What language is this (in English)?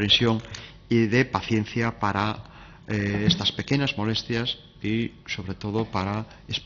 Galician